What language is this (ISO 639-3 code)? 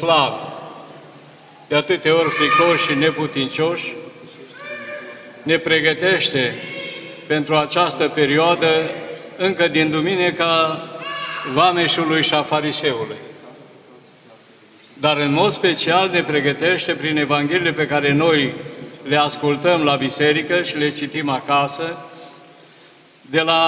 ron